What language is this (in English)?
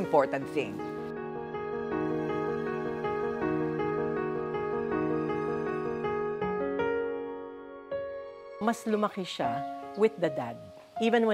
Filipino